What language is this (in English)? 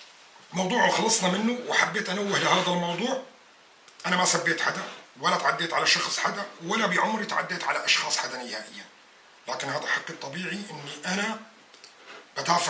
North Levantine Arabic